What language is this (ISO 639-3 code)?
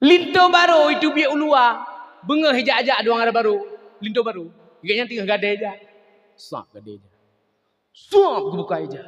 ace